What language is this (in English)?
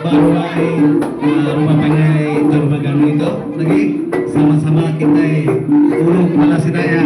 Iban